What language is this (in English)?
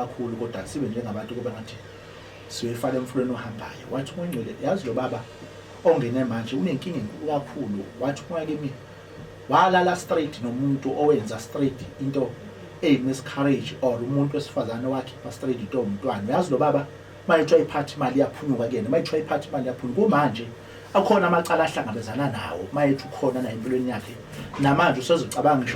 Zulu